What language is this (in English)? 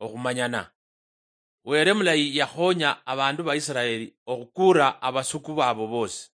Luyia